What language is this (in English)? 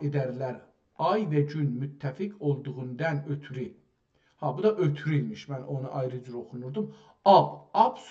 South Azerbaijani